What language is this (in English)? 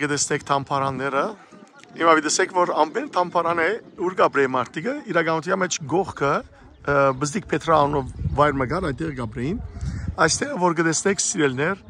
Western Armenian